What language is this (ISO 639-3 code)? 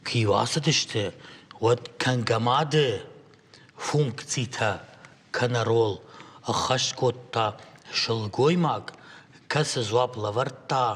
oss